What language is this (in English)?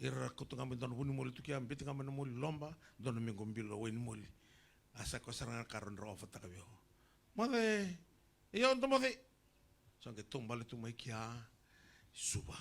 Fijian